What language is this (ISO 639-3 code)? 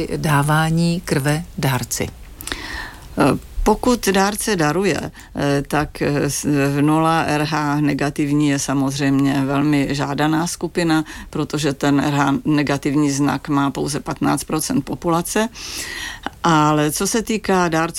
ces